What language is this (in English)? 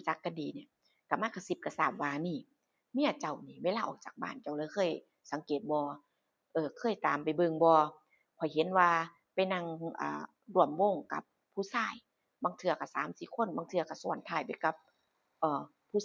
Northeastern Thai